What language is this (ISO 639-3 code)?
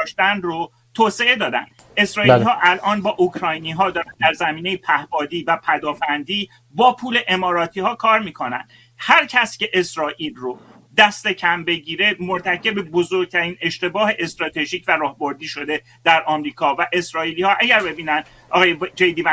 fas